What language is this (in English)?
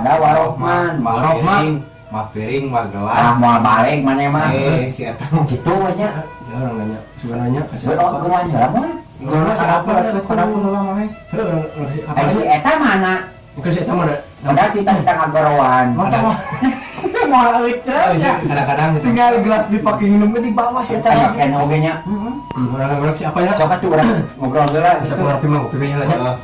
Sundanese